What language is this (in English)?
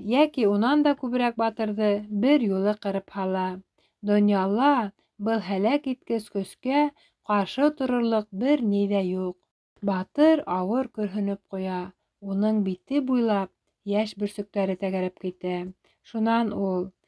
Bashkir